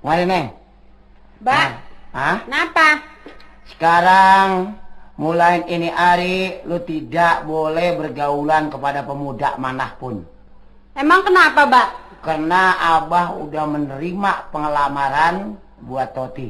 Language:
Betawi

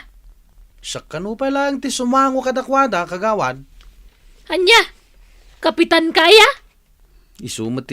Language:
Iloko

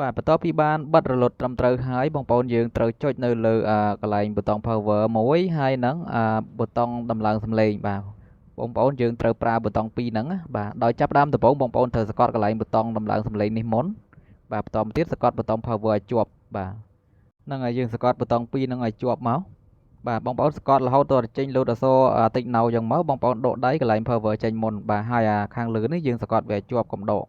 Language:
Khmer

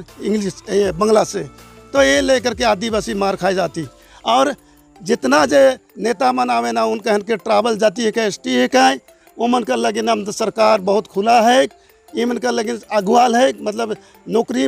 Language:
Sadri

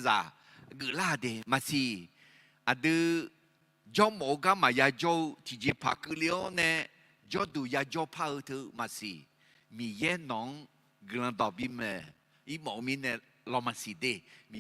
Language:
Akha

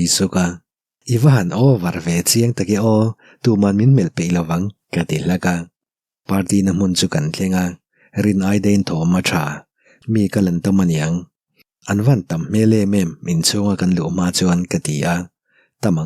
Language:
Mizo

